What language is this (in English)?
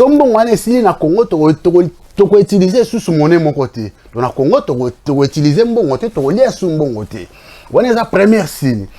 Lingala